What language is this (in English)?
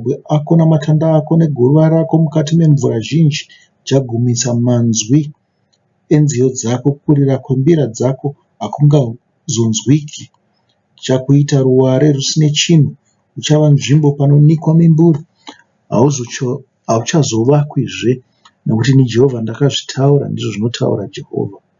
Shona